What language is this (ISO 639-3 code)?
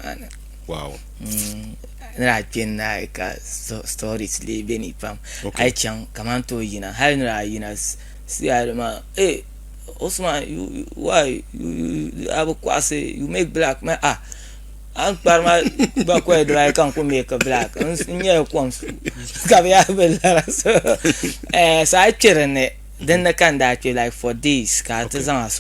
dag